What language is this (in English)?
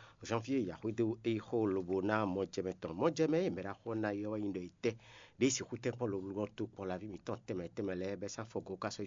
Fon